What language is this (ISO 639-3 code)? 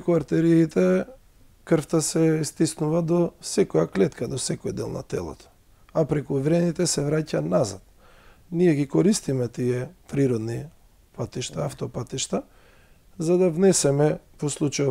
mkd